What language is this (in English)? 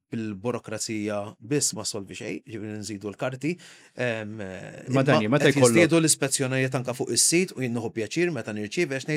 Maltese